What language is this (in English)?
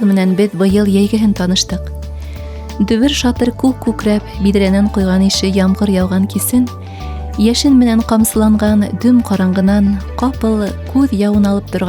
Bashkir